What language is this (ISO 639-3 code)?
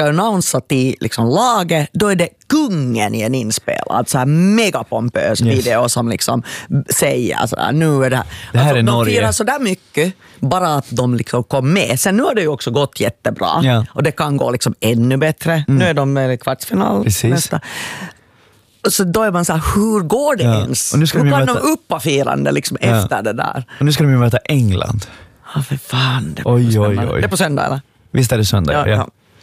swe